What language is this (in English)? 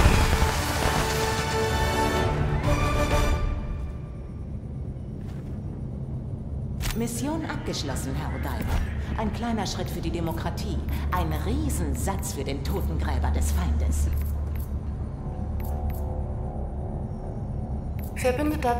German